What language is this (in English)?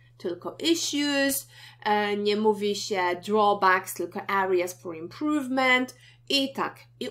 Polish